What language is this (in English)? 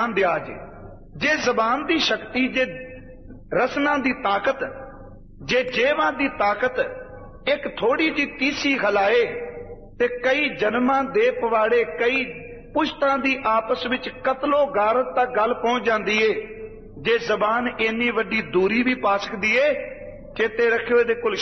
Punjabi